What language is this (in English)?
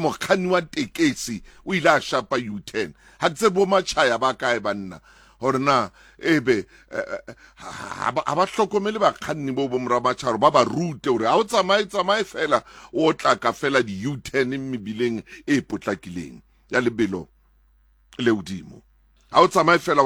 Southern Sotho